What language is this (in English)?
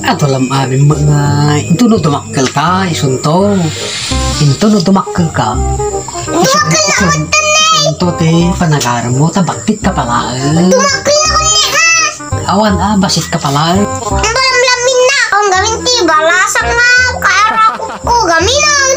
Iloko